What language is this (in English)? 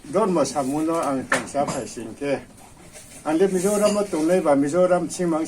Riang (India)